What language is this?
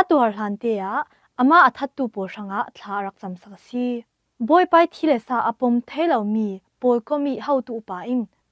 Falam Chin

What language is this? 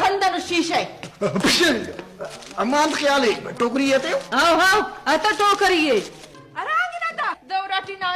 Brahui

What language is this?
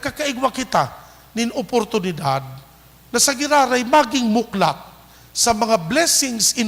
Bikol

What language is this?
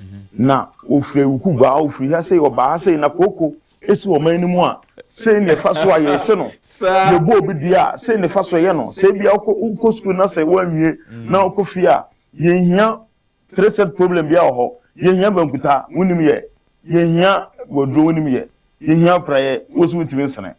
Akan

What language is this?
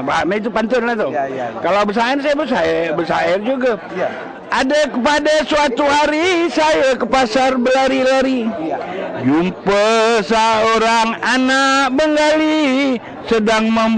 Banjar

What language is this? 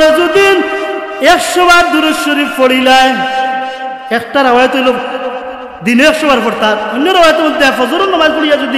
Sylheti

